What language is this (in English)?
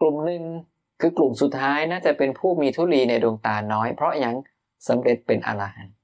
Northeastern Thai